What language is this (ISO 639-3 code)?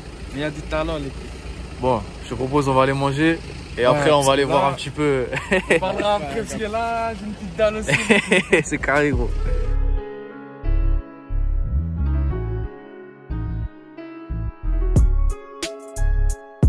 fra